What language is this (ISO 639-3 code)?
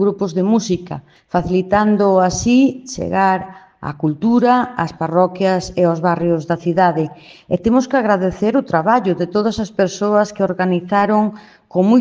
glg